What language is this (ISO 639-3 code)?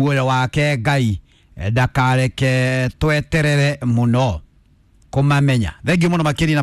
kik